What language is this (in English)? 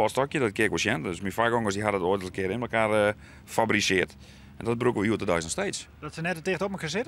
Western Frisian